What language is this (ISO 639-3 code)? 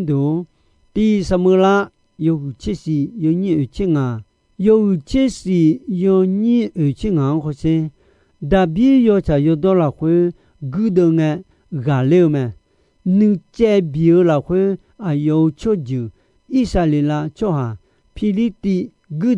ahk